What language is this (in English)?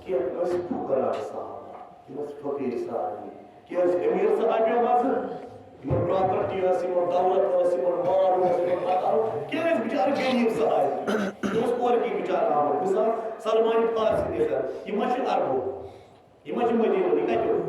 Kashmiri